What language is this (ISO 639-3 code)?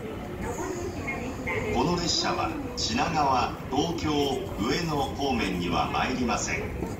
jpn